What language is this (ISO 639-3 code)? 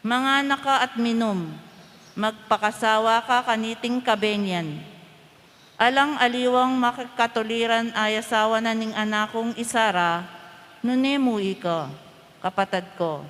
pam